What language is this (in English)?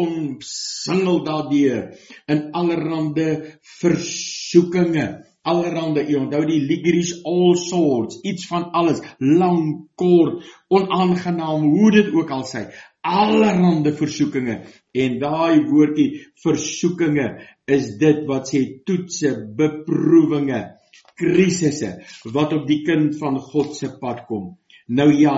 Afrikaans